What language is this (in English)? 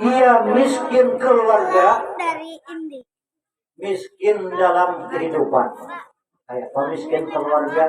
Banjar